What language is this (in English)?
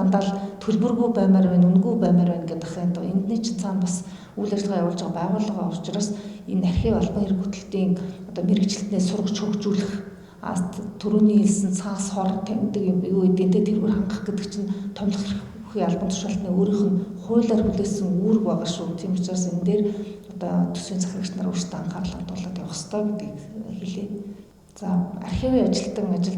Mongolian